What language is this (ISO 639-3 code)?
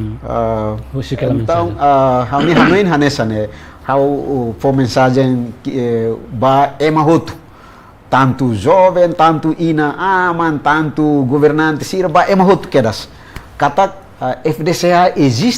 tet